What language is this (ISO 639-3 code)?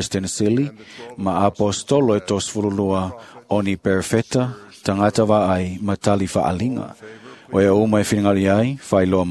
smo